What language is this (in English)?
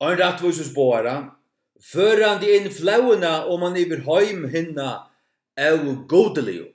Faroese